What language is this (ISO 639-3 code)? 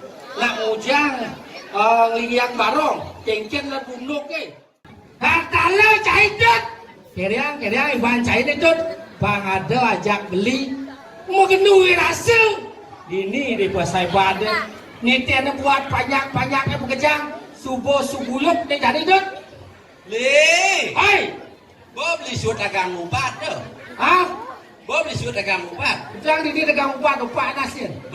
ban